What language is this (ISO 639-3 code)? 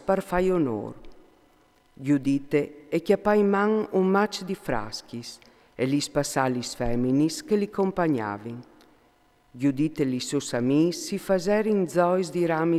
fur